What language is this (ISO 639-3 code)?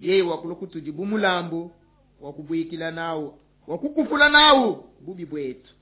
lua